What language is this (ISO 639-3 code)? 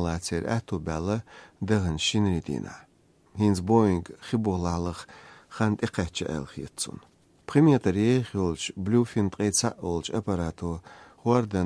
slv